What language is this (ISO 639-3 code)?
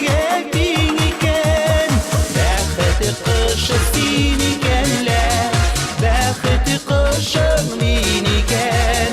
bak